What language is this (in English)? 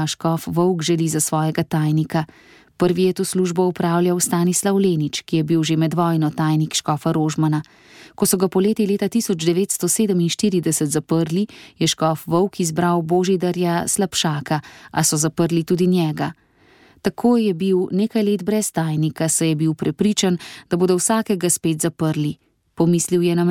Slovenian